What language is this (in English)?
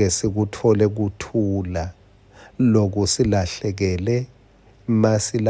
Swati